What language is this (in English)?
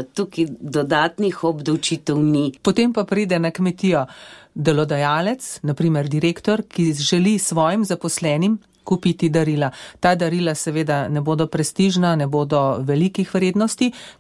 Slovenian